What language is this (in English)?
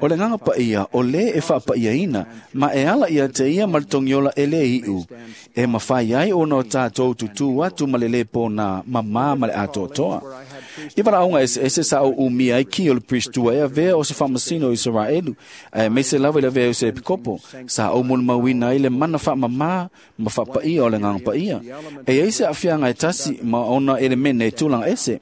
Samoan